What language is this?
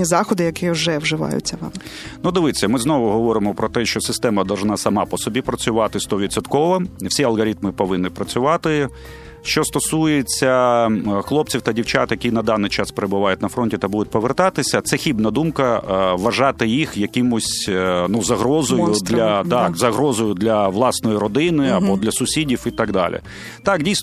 Ukrainian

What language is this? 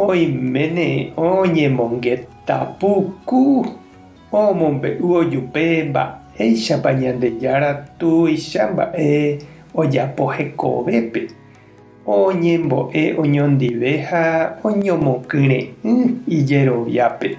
Guarani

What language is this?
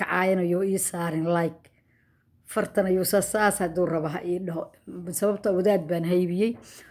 Somali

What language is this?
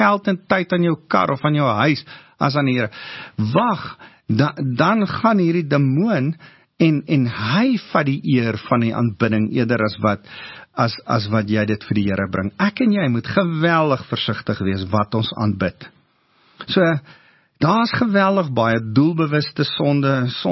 Afrikaans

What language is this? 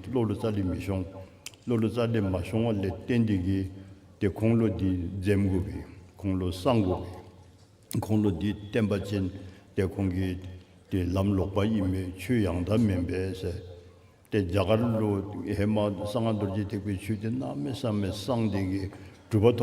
Dzongkha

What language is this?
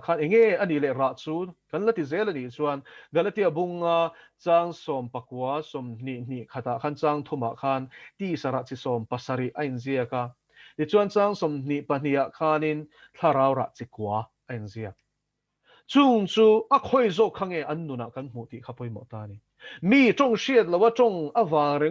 Mizo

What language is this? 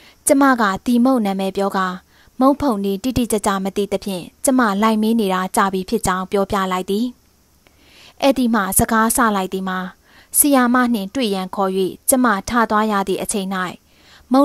Burmese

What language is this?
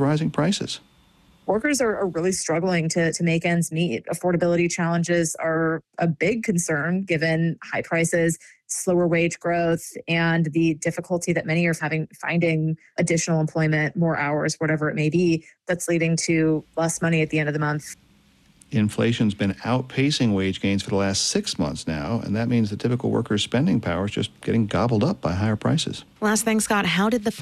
English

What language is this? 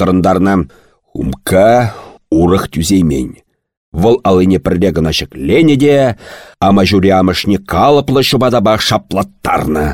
Chuvash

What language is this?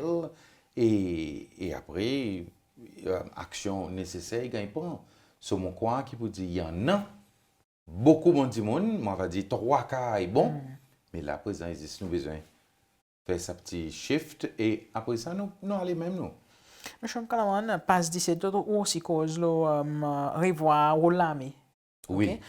Seselwa Creole French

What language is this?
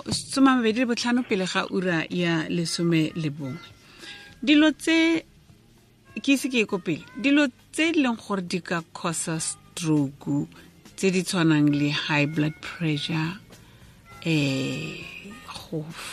Tswana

